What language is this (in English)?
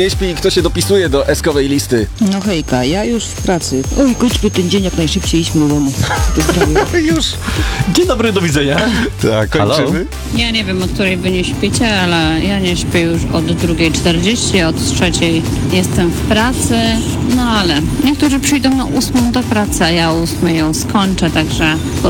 Polish